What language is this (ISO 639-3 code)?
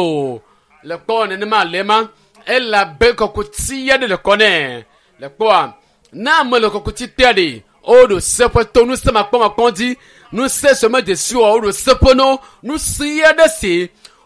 ewe